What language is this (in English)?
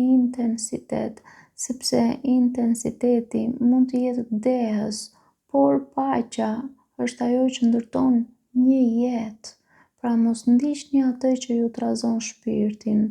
Albanian